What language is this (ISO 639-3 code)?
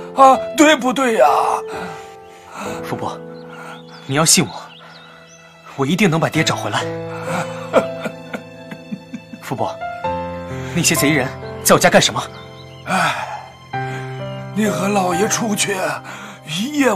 zho